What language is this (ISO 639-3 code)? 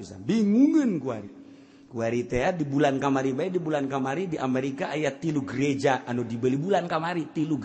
sun